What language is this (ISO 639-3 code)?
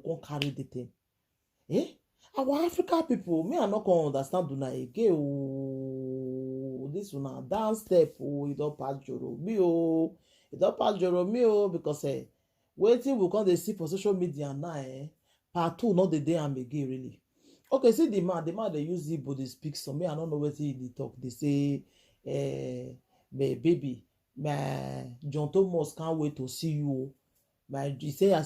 pcm